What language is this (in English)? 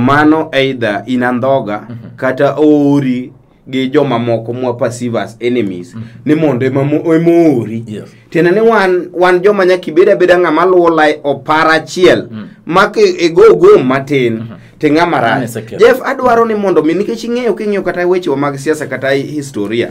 Luo (Kenya and Tanzania)